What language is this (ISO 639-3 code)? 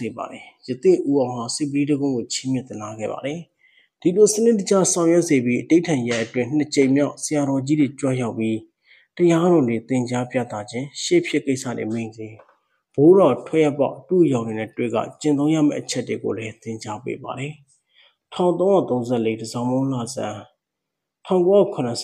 mya